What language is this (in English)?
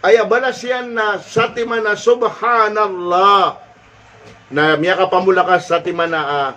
Maranao